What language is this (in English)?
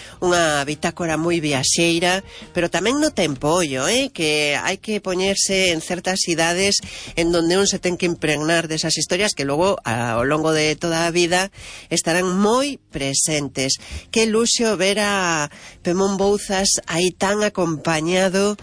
Galician